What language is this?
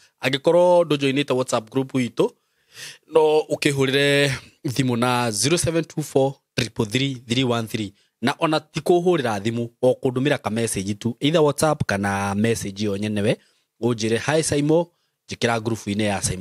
Kikuyu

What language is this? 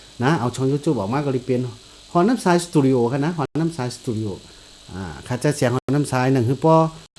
Shan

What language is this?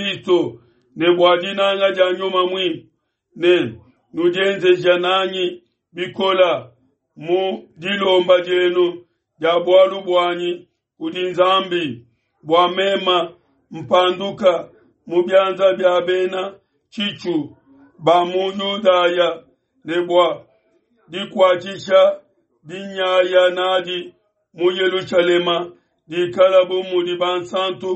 Luba-Lulua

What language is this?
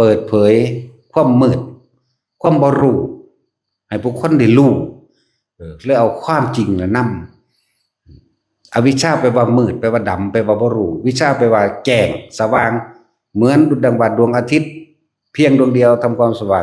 Northeastern Thai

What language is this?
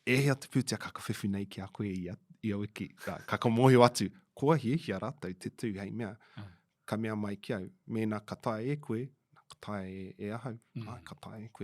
Māori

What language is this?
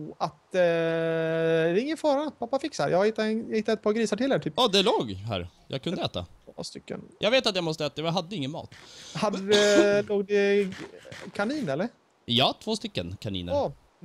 Swedish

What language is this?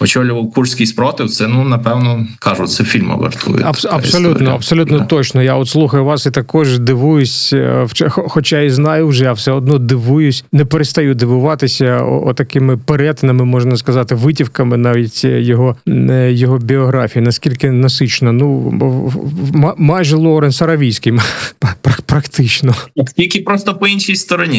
Ukrainian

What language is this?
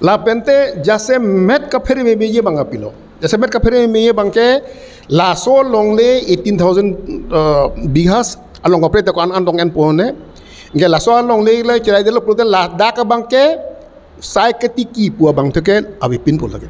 Karbi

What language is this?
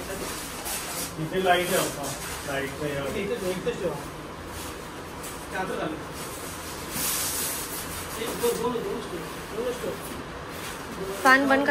Marathi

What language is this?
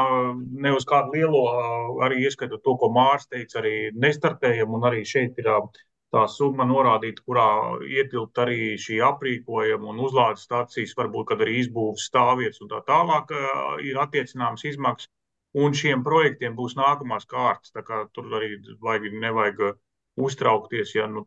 Latvian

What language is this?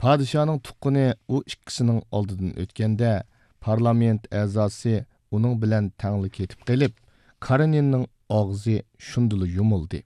Uyghur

